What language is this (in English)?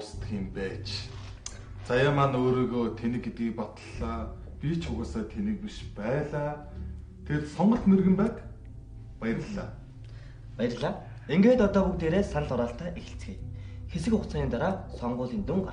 Mongolian